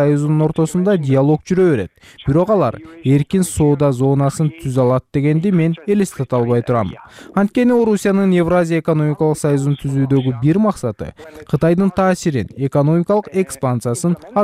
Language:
Kyrgyz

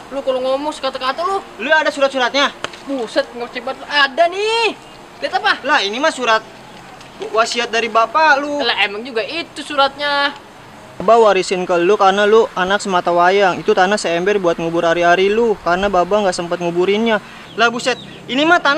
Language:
Betawi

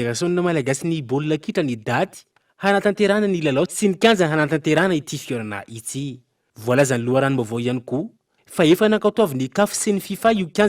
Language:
Malagasy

